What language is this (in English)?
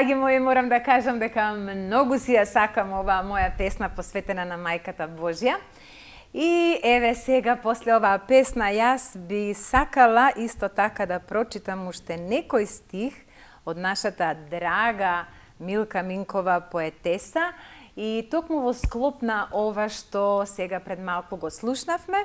Macedonian